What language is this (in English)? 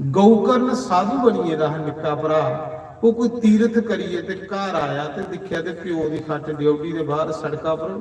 Dogri